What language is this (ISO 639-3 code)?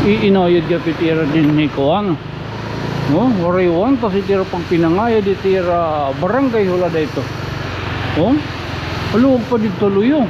war